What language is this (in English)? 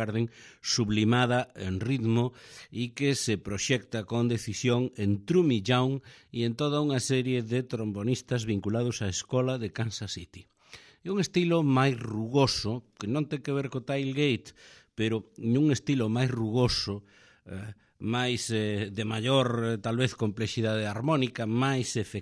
Galician